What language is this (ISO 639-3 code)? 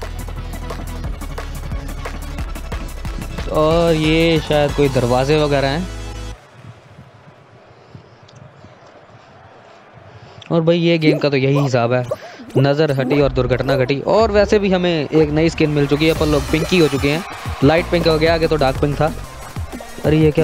hin